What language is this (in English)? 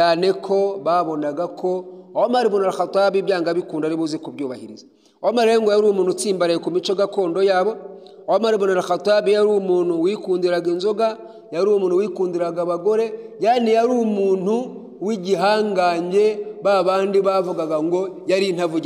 Kinyarwanda